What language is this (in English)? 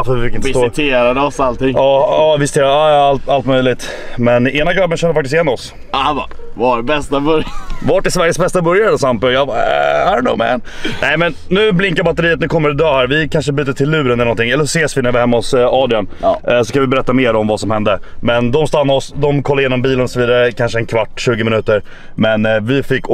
Swedish